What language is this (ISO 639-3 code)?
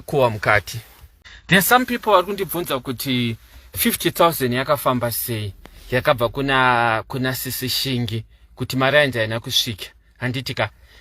sna